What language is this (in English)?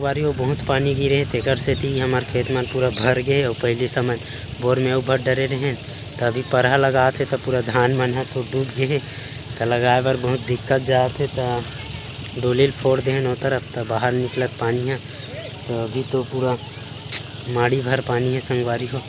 Chhattisgarhi